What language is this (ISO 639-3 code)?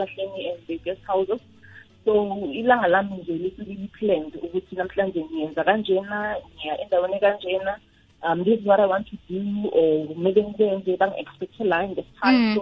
nbl